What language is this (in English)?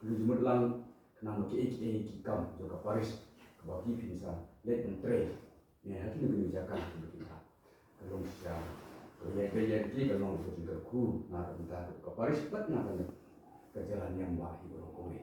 Khasi